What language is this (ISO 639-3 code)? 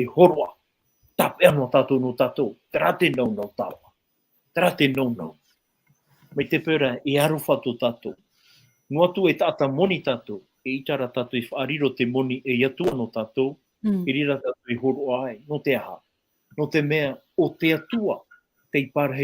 tah